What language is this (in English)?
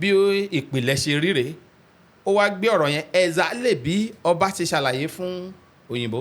Yoruba